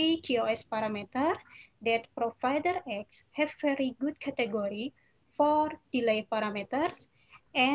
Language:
English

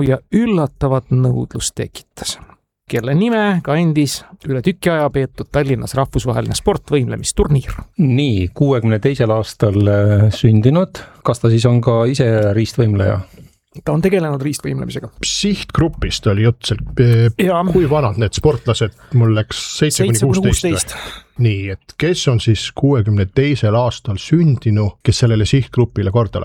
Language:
Estonian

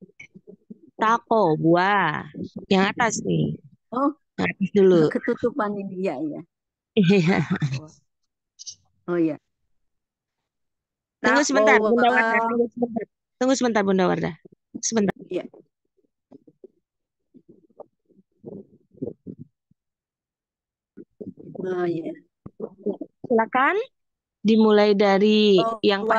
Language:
Indonesian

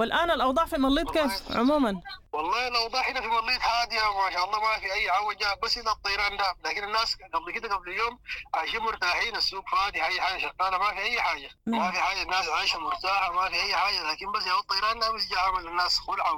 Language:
Sudanese Arabic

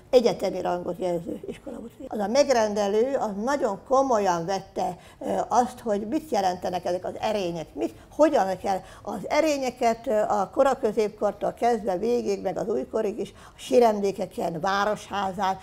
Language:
Hungarian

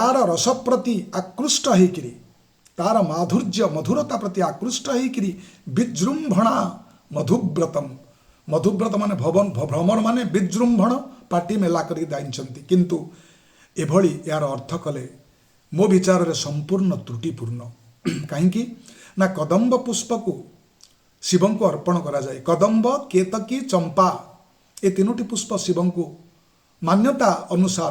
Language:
Odia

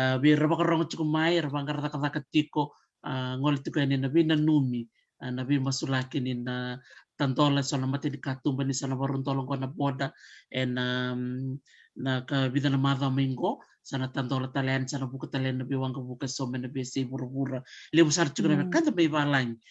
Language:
Fijian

